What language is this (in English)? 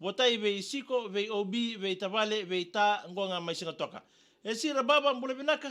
Fijian